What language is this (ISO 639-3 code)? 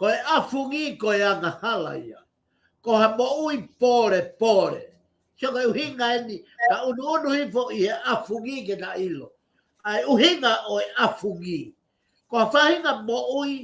ton